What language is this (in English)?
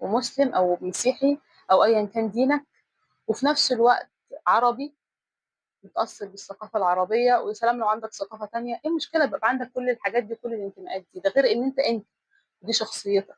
Egyptian Arabic